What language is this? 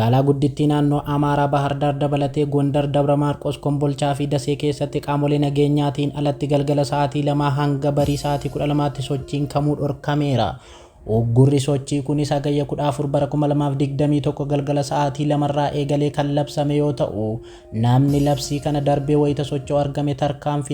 Oromo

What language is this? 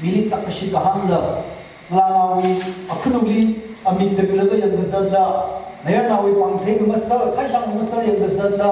Tangkhul Naga (India)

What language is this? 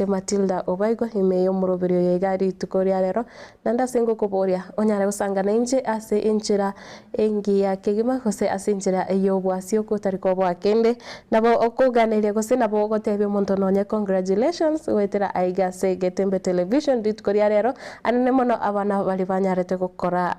Gusii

